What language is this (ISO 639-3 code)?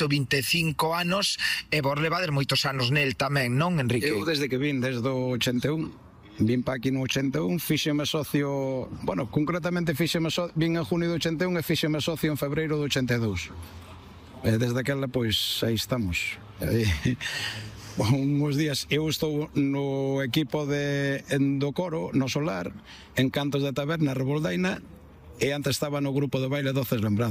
glg